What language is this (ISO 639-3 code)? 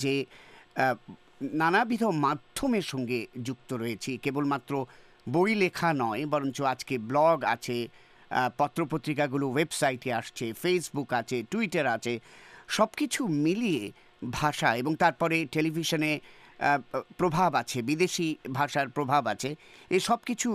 ben